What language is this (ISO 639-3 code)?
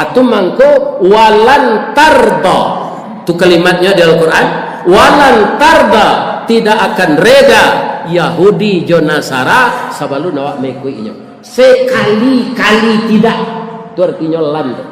min